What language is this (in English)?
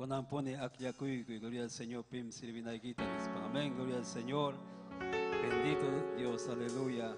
Ayacucho Quechua